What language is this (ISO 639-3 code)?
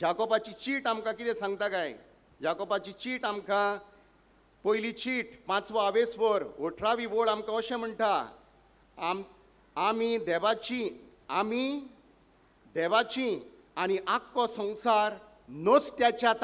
kok